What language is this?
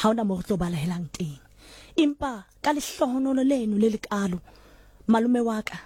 Southern Sotho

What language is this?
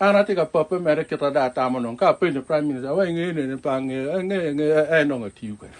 Acoli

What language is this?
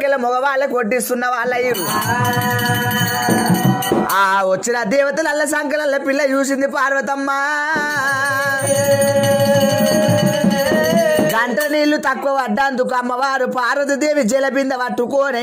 Telugu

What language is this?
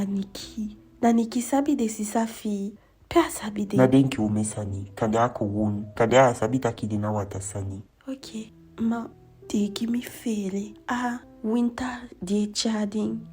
Eastern Maroon Creole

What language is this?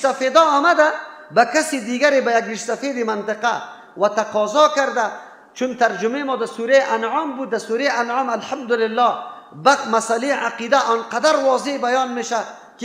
Persian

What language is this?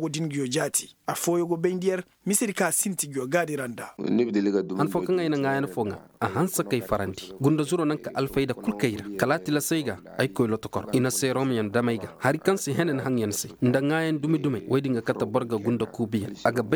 Zarma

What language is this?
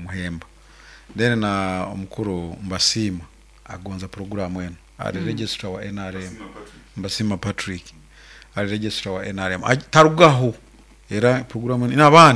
Nyankole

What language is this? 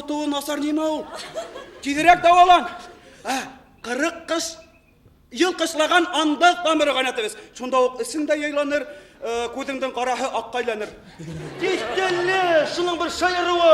Bashkir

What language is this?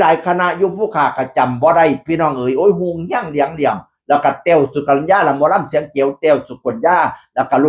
Northeastern Thai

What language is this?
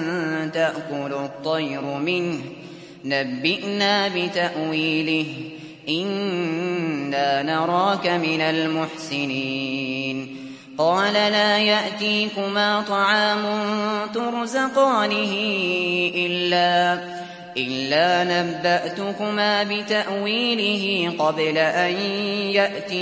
Arabic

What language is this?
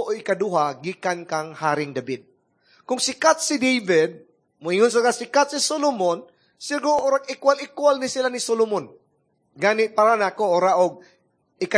Cebuano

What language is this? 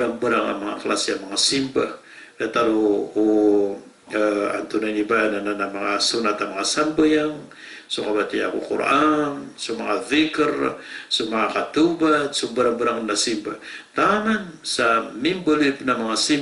Maranao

